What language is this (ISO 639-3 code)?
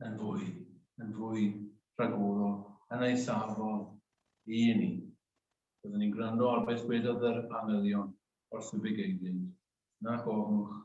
cym